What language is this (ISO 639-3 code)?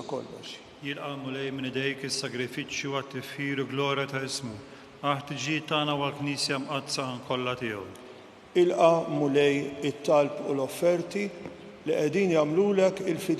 mlt